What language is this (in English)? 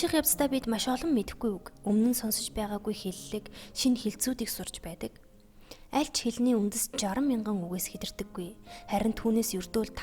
Mongolian